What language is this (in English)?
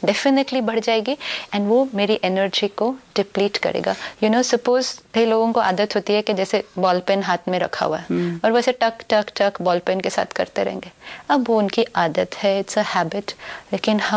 Hindi